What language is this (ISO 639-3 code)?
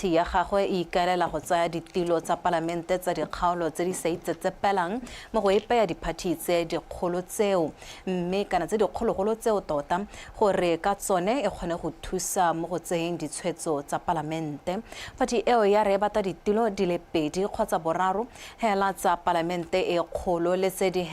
tsn